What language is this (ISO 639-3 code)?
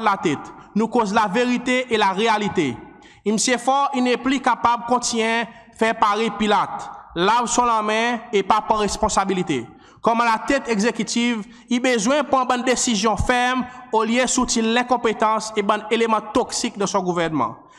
crs